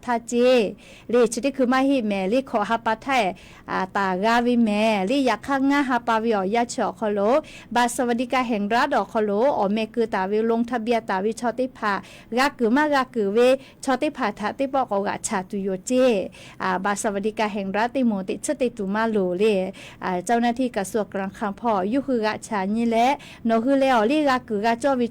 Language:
Lahu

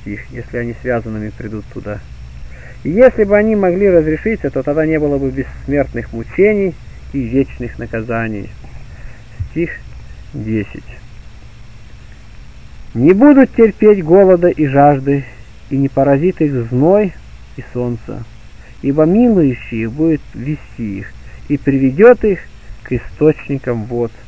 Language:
Russian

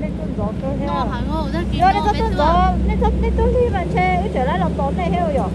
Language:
Hmong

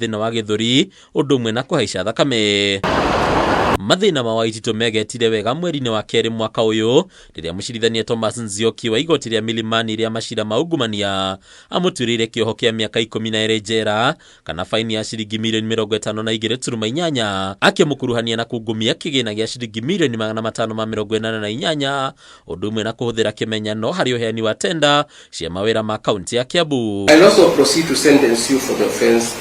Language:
Kikuyu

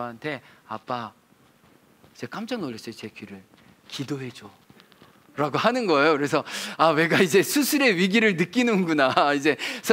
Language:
Korean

